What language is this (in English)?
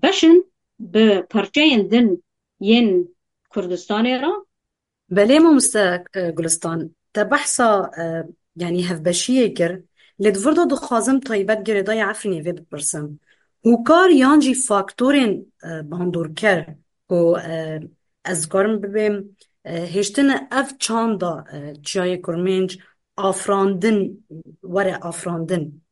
Kurdish